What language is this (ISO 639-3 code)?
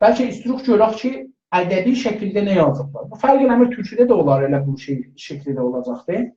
azb